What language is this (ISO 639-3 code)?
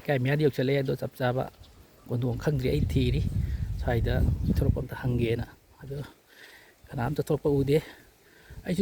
mni